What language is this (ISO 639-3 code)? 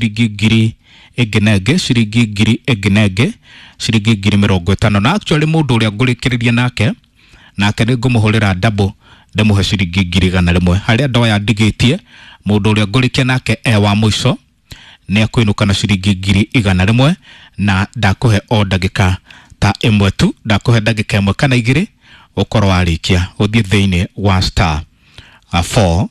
kik